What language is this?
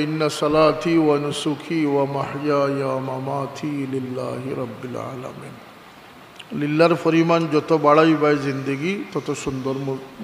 Sylheti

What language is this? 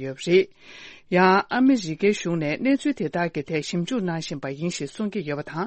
Tibetan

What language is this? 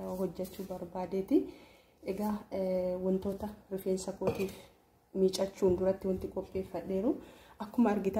Oromo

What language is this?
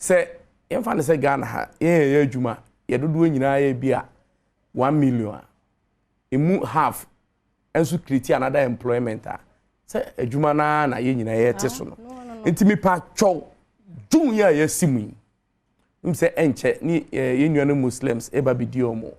Akan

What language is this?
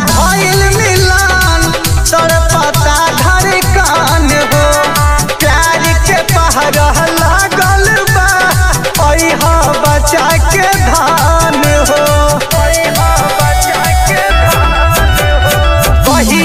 Bhojpuri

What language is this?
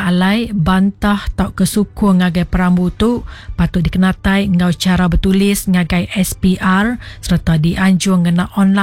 Iban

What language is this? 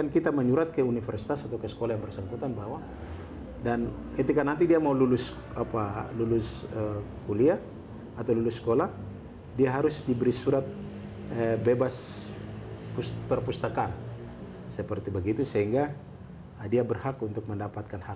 Indonesian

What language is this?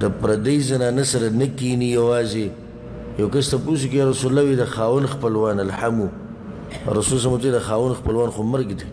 Pashto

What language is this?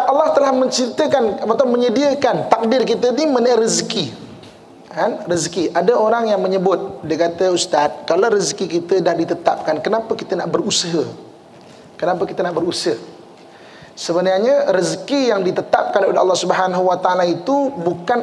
Malay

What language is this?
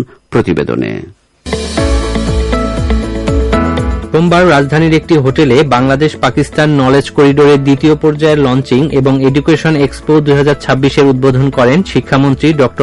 Bangla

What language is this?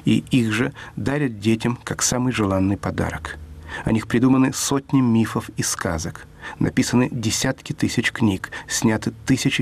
Russian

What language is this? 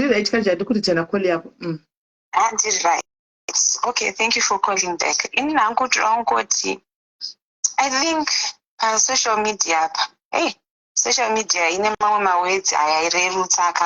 Shona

